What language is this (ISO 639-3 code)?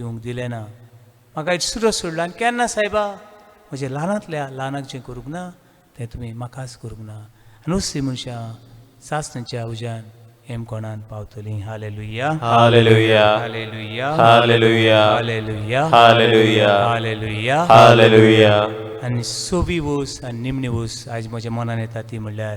kok